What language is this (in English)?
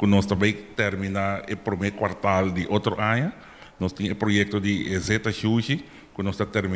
Papiamento